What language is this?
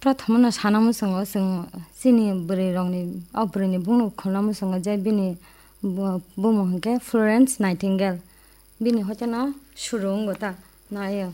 Kok Borok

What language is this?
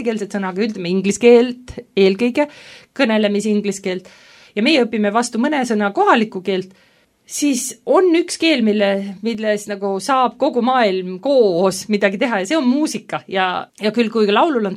Estonian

